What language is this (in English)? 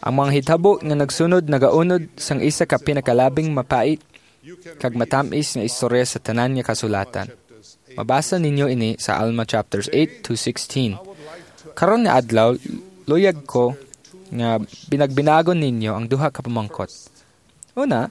Hiligaynon